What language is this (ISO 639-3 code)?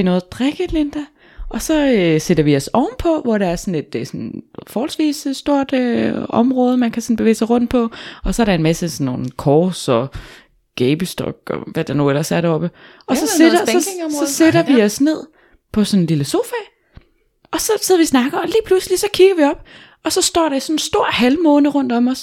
dan